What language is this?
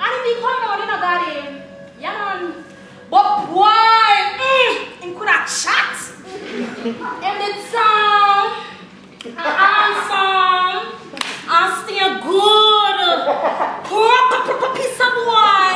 Jamaican Creole English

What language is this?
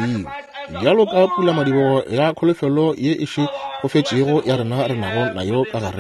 Northern Sotho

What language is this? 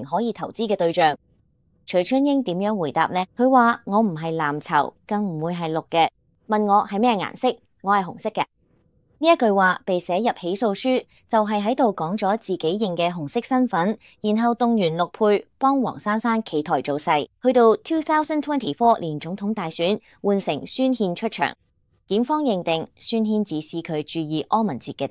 Cantonese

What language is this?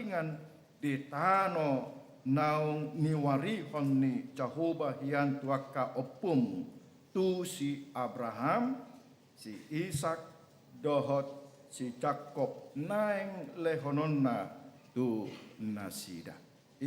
Batak Toba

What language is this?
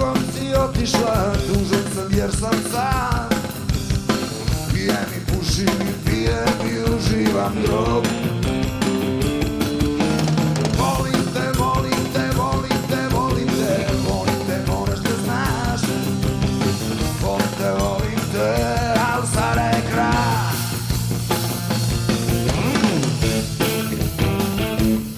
Serbian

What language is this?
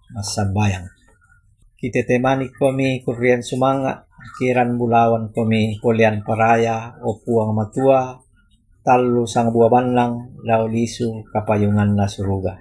Toraja-Sa'dan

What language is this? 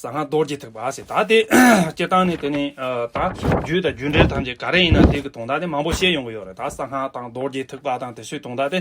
Tibetan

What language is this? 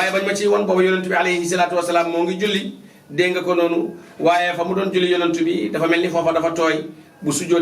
Wolof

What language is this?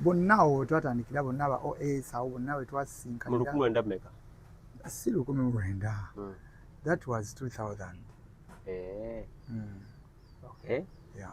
Ganda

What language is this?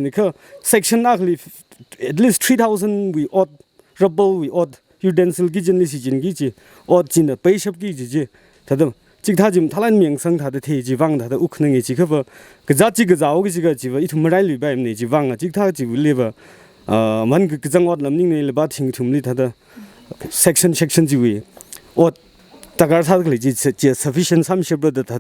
Tangkhul Naga (India)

